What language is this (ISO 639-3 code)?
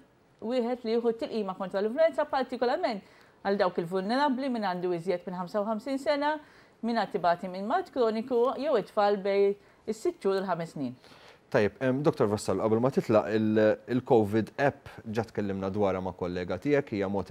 mlt